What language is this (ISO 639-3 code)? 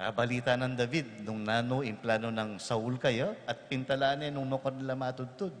pam